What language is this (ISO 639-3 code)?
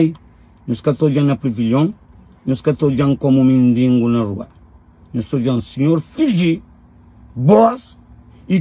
kea